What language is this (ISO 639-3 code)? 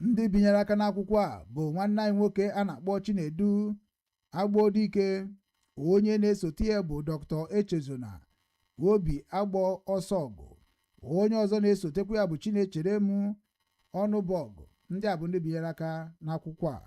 ibo